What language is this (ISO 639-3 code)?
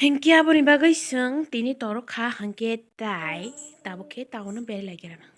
trp